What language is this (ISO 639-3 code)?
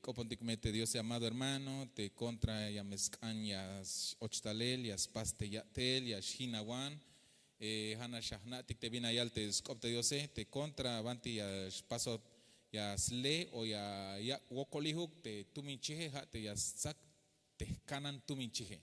tzh